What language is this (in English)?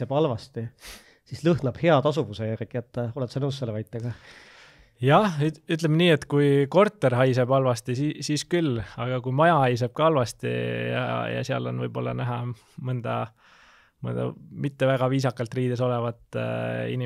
Estonian